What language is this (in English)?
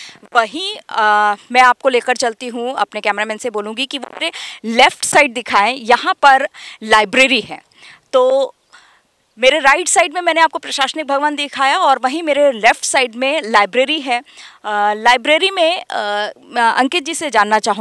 Hindi